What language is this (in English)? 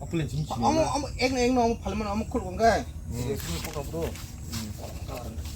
Kok Borok